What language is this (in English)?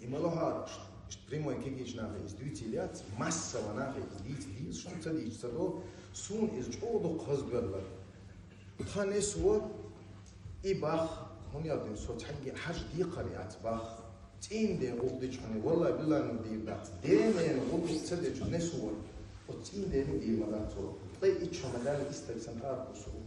Chechen